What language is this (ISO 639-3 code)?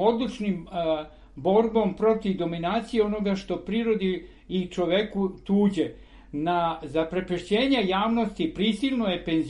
srp